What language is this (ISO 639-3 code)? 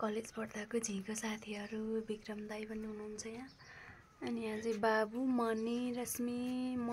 nep